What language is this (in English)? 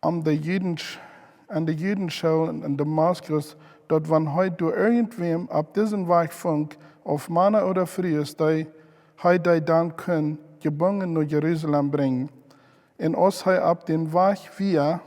Plautdietsch